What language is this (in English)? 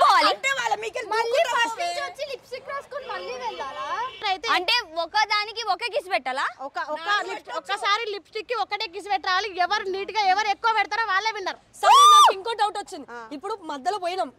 Telugu